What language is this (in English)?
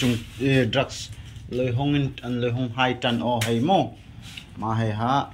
Darlong